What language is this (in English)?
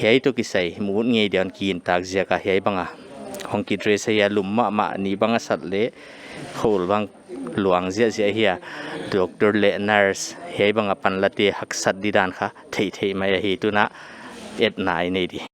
Paite Chin